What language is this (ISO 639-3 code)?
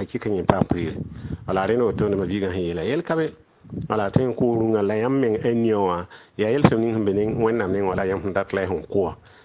mos